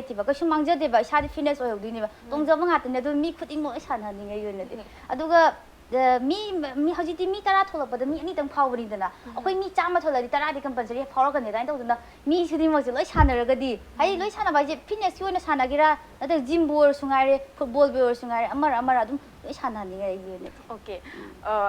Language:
Manipuri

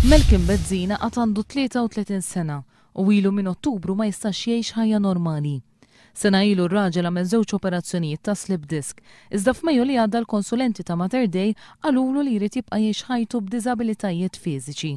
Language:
Maltese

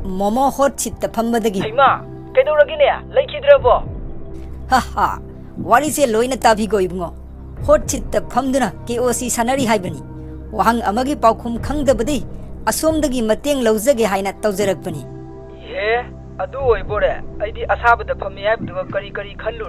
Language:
Manipuri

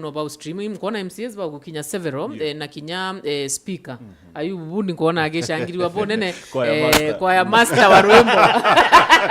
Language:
Meru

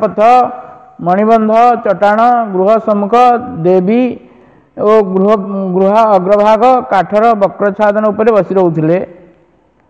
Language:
Odia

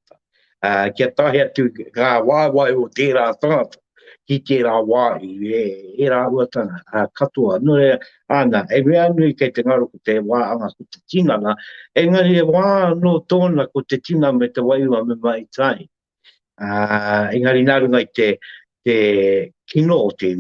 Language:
Māori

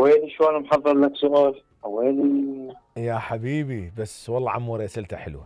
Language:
Mesopotamian Arabic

